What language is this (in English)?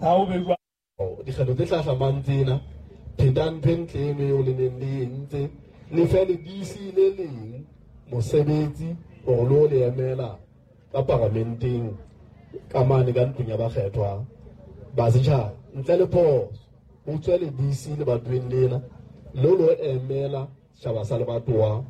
Southern Sotho